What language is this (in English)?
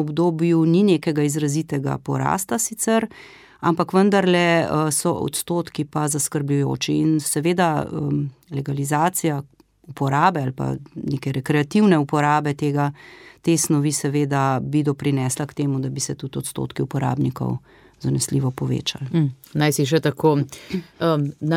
Slovenian